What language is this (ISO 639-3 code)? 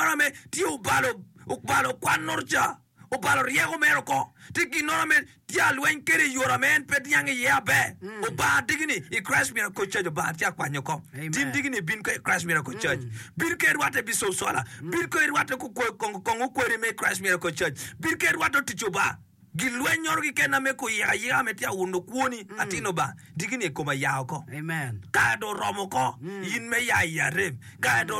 ach